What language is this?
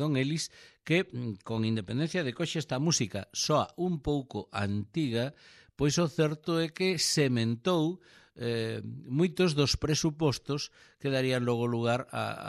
Galician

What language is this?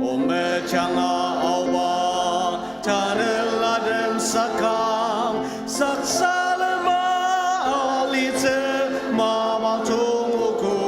Ao Naga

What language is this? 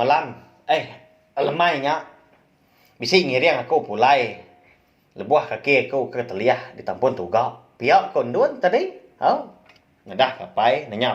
Iban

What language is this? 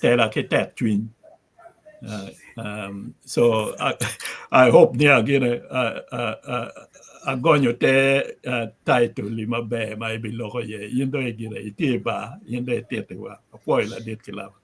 Acoli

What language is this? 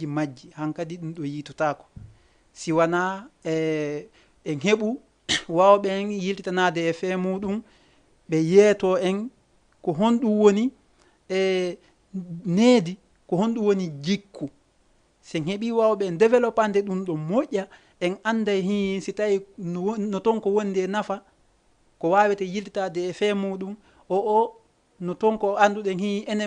Fula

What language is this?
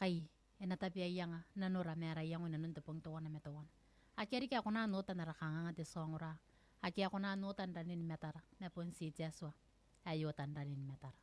Gilbertese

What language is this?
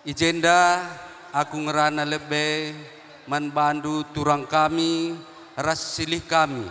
Batak Karo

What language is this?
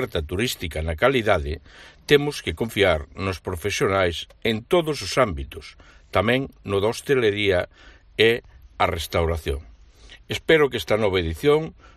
Galician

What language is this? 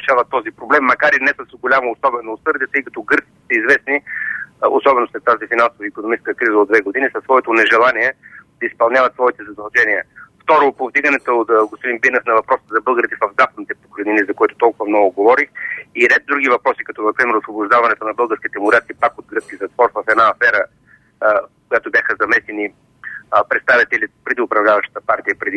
Bulgarian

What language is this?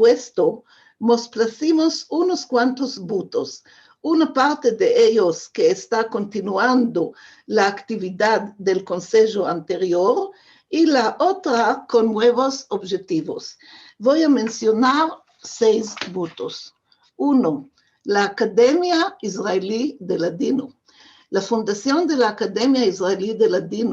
Ladino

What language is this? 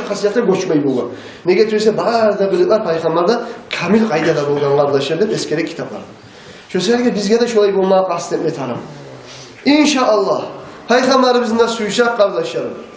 Kumyk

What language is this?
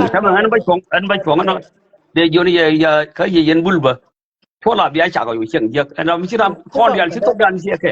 Nuer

